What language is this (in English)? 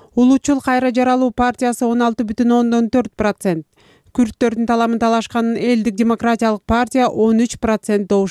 Kyrgyz